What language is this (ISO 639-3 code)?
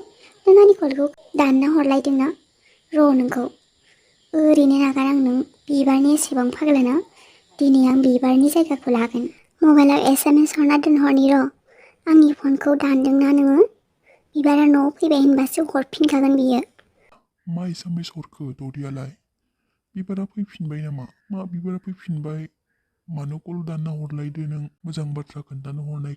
brx